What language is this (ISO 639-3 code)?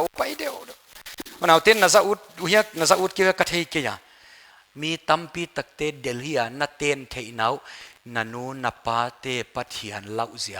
pck